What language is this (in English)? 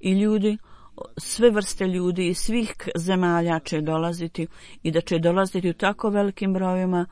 Bosnian